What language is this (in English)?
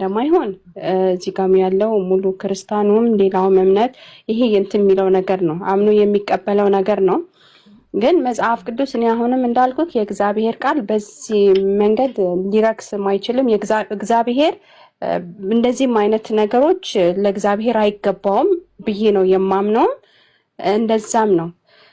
Amharic